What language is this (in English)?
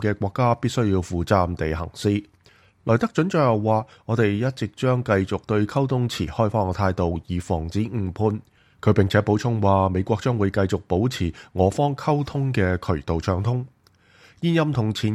Cantonese